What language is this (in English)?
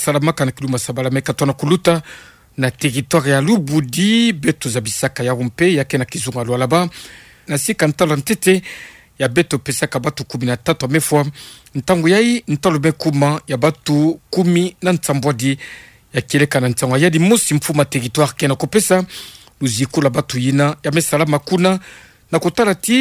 Kituba (Democratic Republic of Congo)